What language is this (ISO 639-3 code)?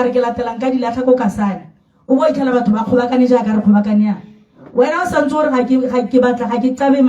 tsn